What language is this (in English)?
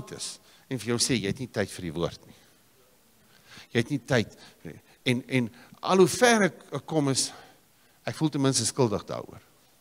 Afrikaans